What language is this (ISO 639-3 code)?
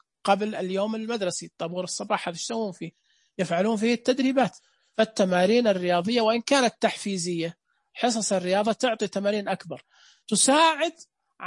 ars